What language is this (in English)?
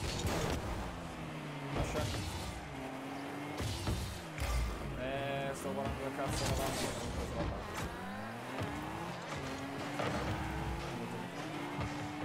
Italian